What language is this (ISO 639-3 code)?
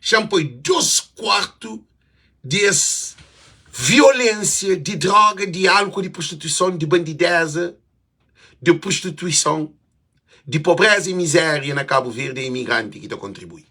kea